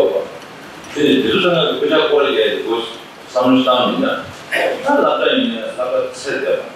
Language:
Tibetan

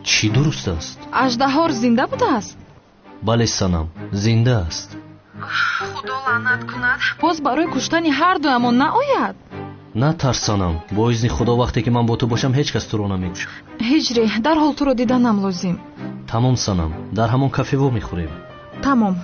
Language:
Tajik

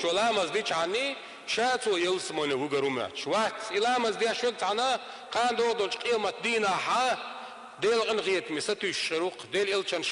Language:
Chechen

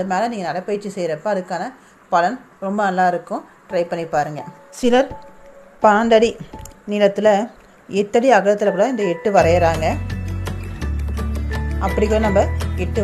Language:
Tamil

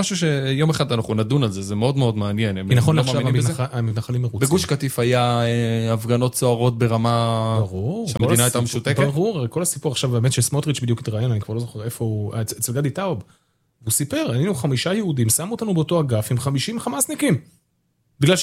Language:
Hebrew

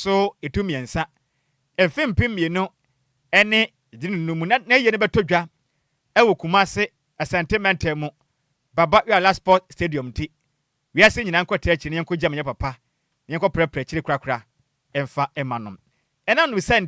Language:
Akan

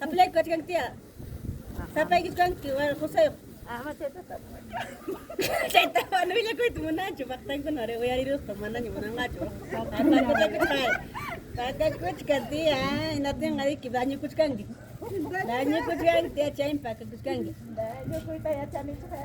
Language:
Ayacucho Quechua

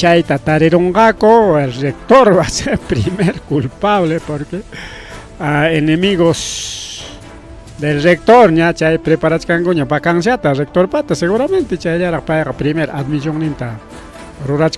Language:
Ayacucho Quechua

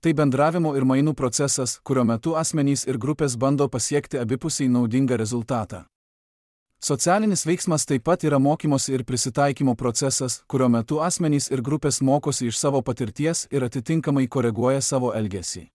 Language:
Lithuanian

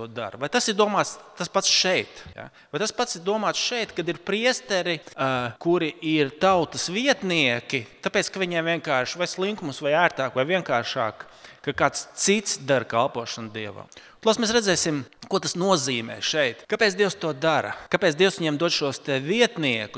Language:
Latvian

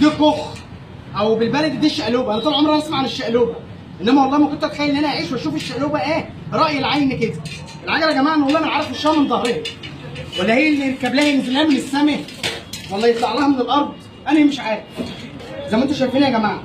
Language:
Egyptian Arabic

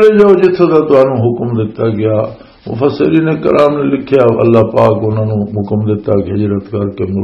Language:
Western Panjabi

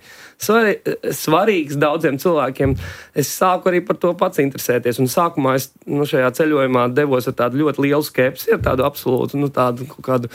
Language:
Latvian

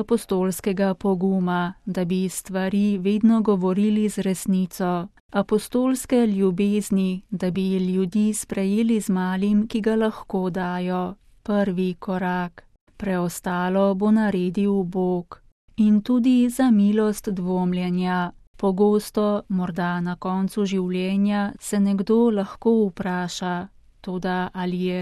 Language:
Slovenian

